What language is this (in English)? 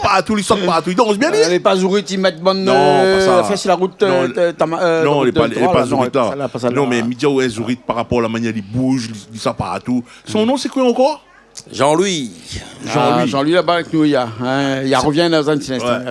Réunion Creole French